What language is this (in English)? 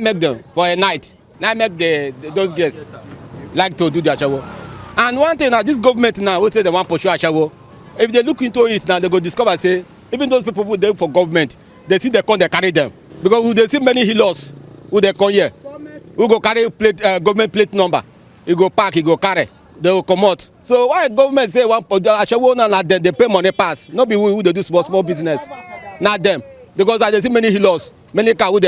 Nigerian Pidgin